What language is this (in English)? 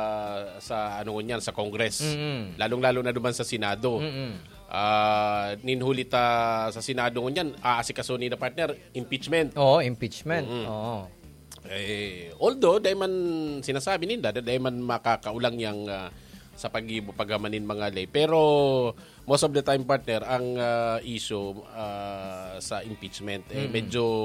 Bikol